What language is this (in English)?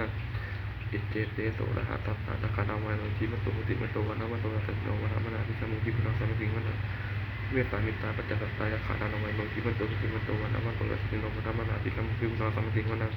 Pali